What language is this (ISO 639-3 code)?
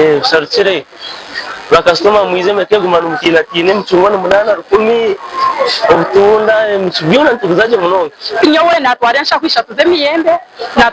nyn